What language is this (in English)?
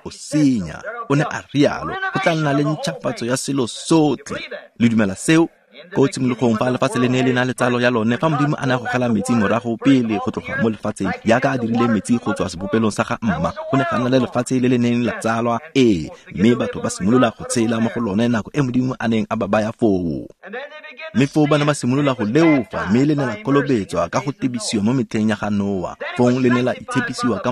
Tswana